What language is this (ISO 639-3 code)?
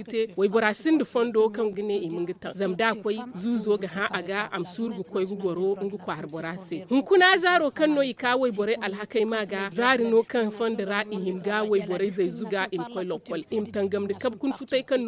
dje